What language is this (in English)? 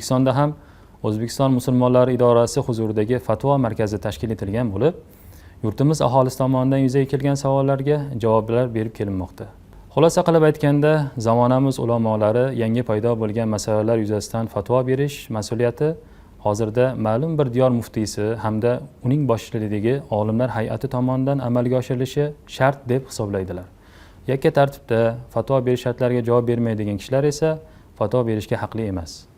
Uzbek